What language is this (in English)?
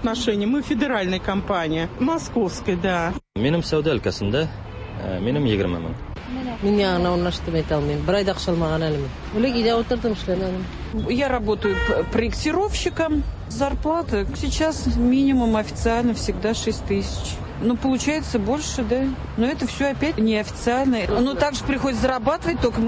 Tatar